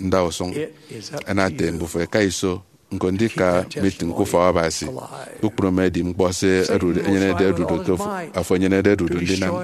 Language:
Efik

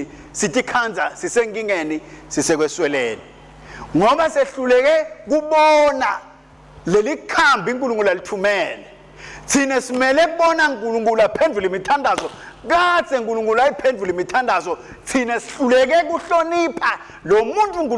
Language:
Swati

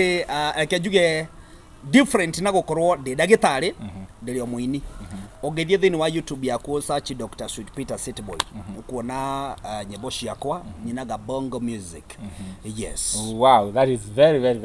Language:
Kikuyu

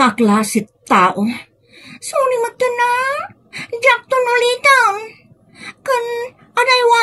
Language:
Iloko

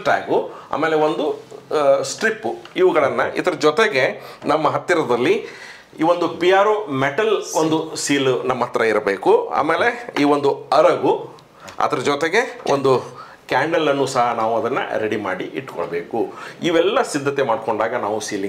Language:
Kannada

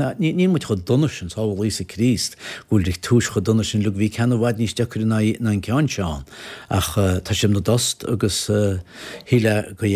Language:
Irish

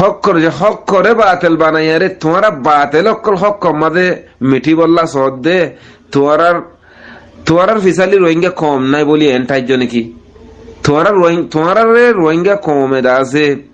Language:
Rohingya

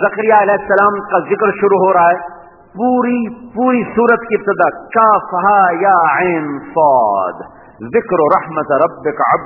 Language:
Urdu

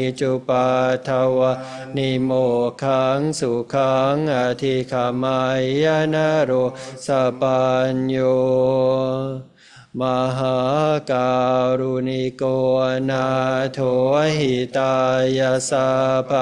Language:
Thai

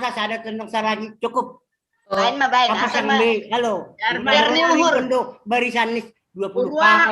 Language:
Batak Simalungun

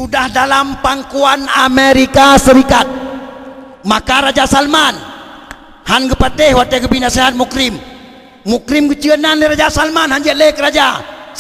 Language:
Achinese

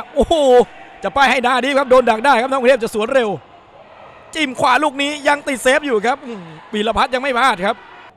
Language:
Thai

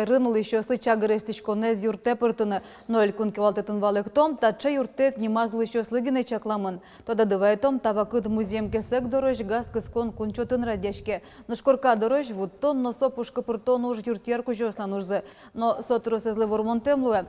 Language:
Udmurt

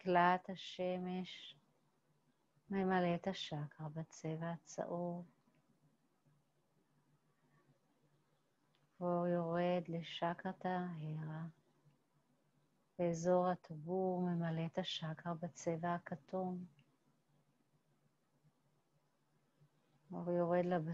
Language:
Hebrew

